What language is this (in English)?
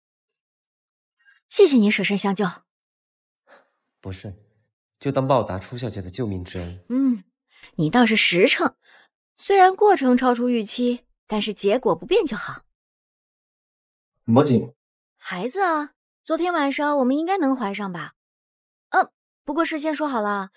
Chinese